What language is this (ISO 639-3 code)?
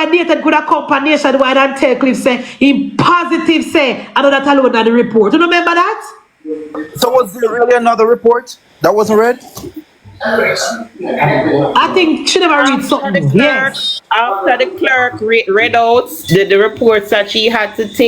jam